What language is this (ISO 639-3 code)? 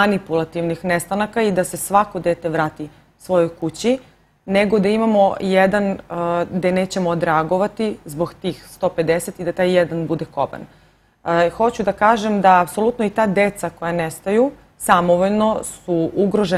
srp